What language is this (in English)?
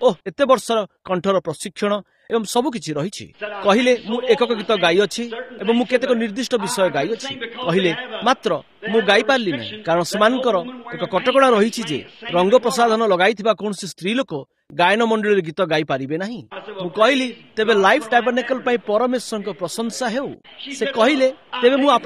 Odia